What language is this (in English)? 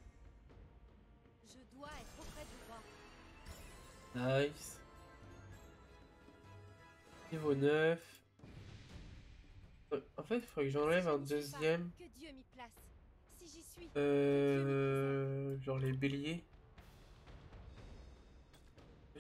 French